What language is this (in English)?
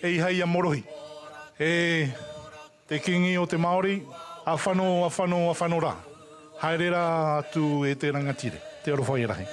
Māori